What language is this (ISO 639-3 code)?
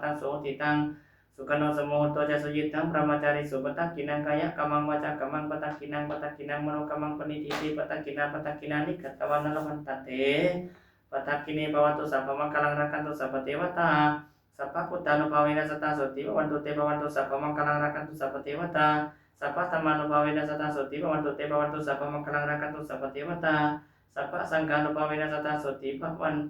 pli